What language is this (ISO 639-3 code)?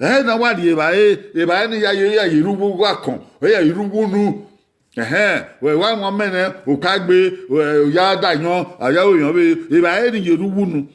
bin